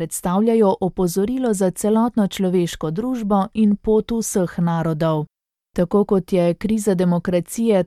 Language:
Slovenian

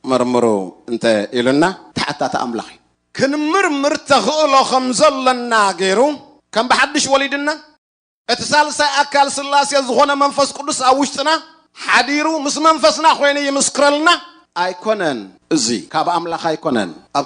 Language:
Tigrinya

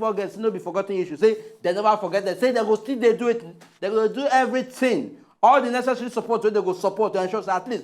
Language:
Nigerian Pidgin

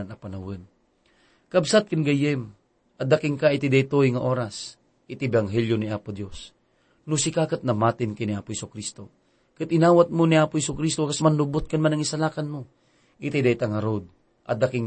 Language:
Iloko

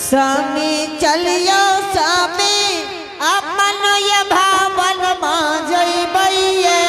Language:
Angika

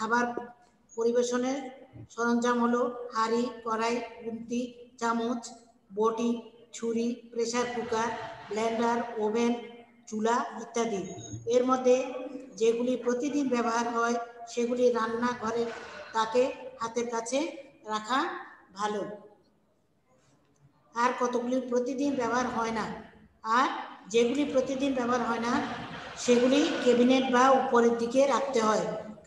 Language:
Bangla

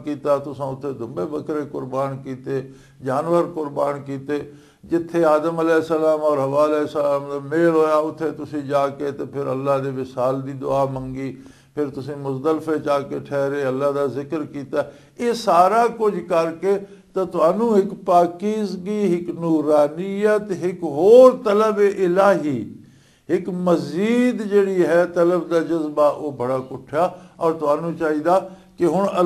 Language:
Western Panjabi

